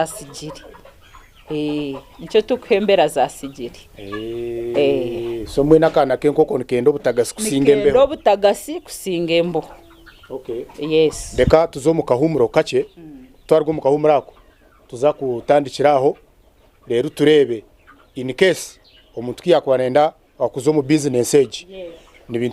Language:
Nyankole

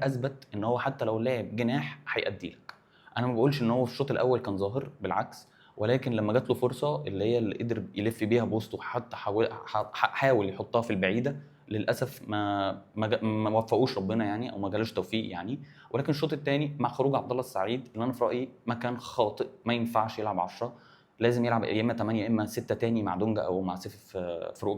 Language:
Egyptian Arabic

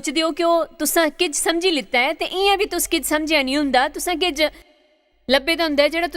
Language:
Dogri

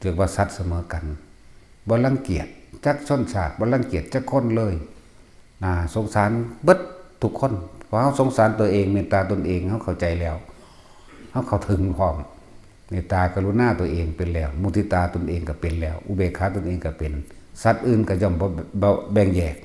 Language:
Northeastern Thai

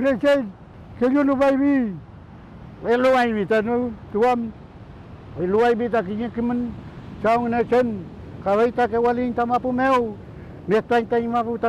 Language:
Mapuche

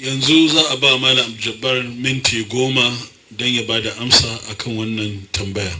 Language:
Hausa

